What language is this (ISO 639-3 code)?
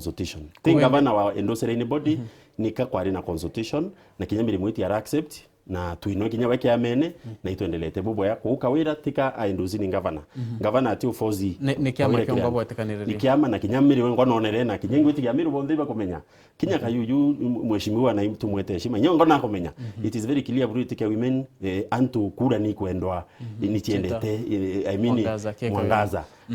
mer